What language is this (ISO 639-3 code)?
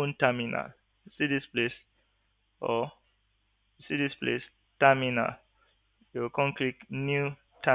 pcm